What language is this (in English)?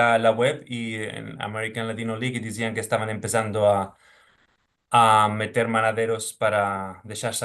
Ladino